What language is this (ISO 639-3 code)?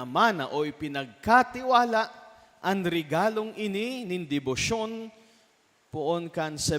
bik